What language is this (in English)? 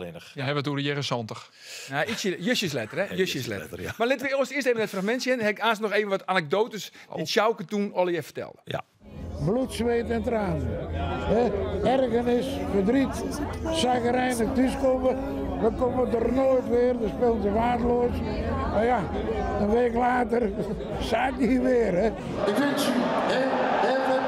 Western Frisian